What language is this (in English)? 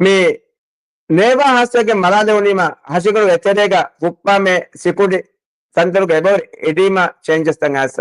Divehi